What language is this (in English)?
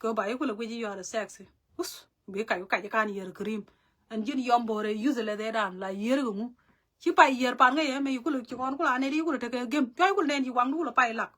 Nuer